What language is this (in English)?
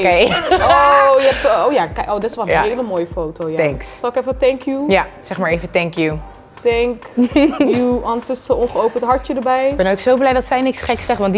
Dutch